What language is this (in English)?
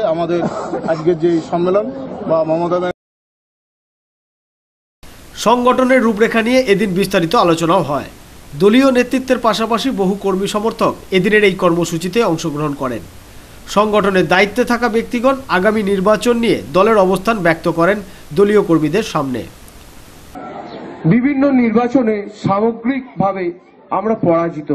Bangla